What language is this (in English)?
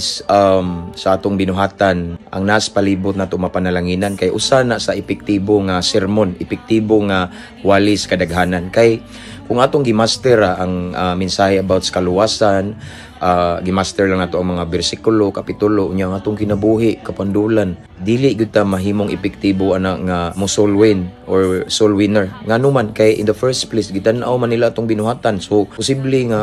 Cebuano